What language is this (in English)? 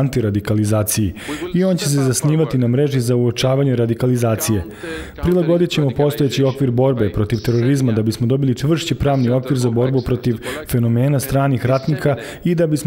Serbian